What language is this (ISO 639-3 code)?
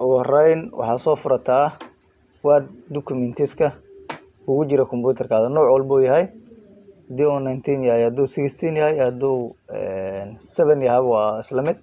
som